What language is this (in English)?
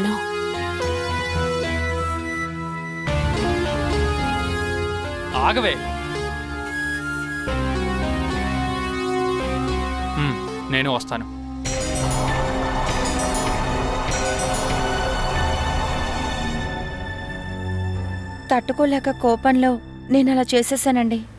Telugu